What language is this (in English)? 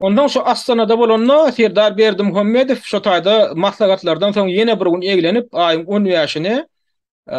Turkmen